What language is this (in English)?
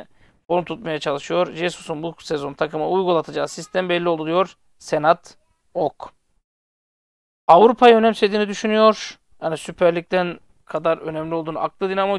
Turkish